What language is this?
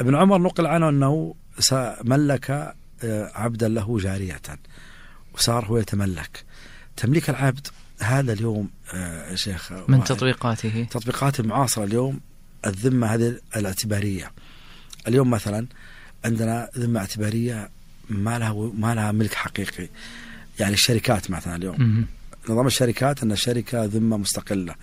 Najdi Arabic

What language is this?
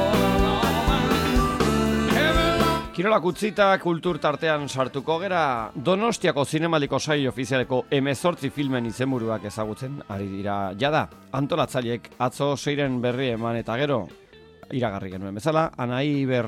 Basque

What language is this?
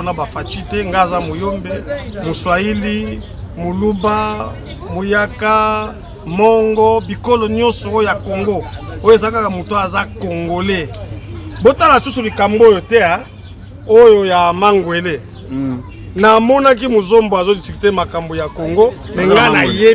Lingala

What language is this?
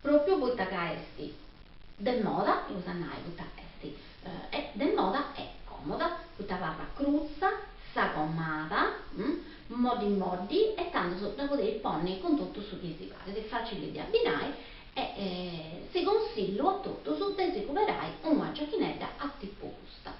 Sardinian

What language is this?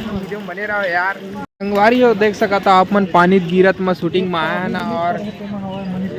Chhattisgarhi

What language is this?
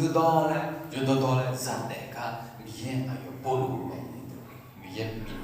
Akha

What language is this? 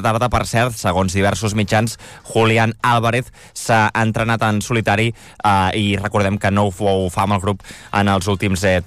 Catalan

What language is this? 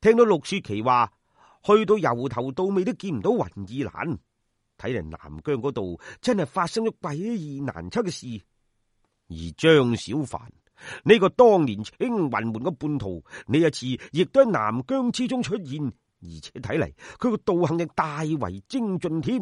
Cantonese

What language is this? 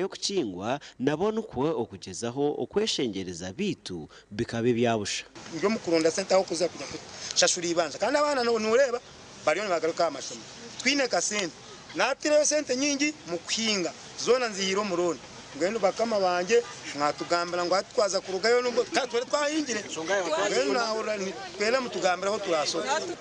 Nyankole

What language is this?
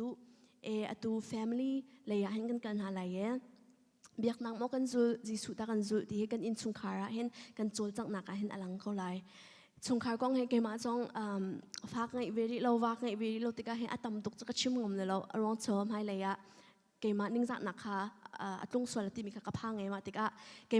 Hakha Chin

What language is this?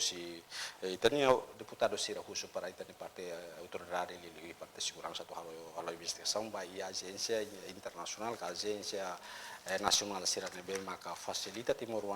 Tetum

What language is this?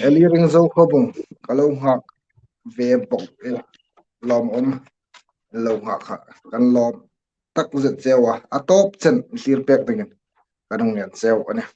Hmar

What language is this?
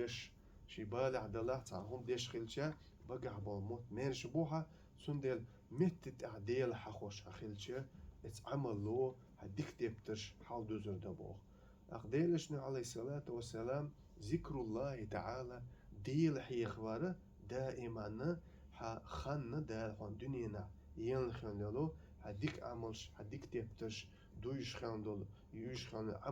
Chechen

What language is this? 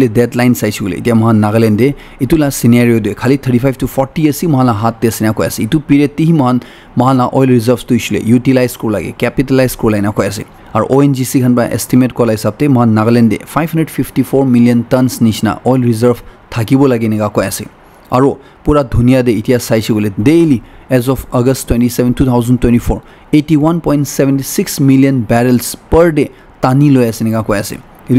Naga Pidgin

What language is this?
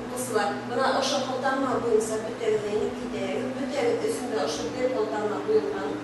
Bashkir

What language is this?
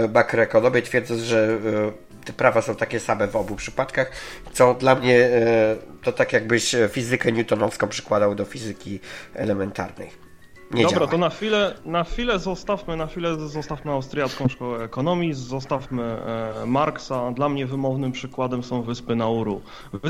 Polish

